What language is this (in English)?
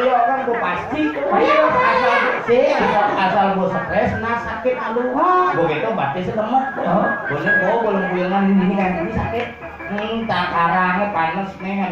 Balinese